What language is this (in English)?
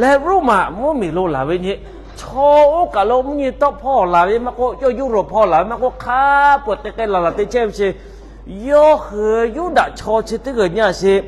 Lahu